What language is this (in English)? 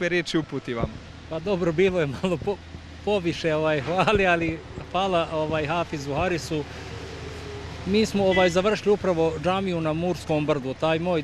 Bosnian